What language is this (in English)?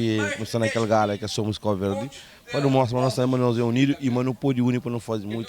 Kabuverdianu